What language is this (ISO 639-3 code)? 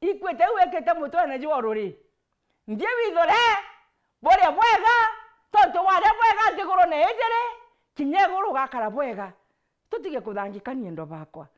mer